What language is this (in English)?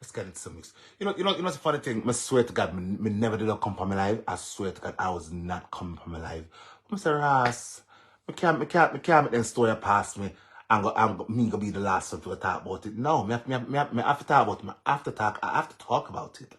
Jamaican Creole English